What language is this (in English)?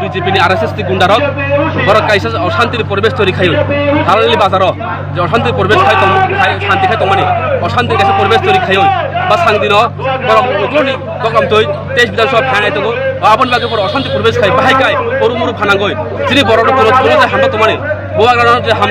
Kok Borok